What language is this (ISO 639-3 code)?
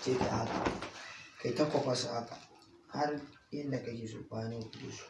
hau